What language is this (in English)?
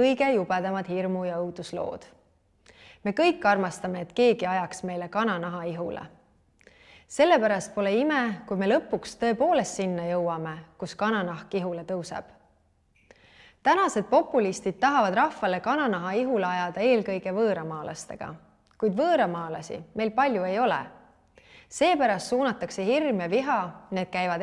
Estonian